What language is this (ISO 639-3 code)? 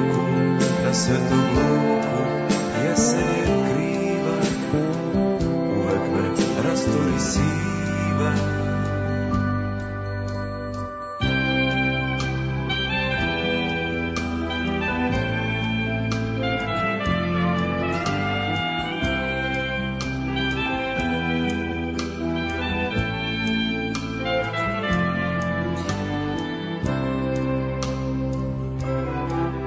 srp